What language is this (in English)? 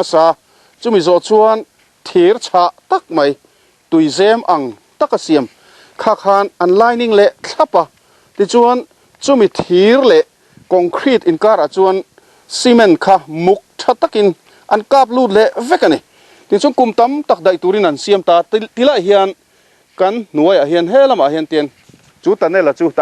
Mizo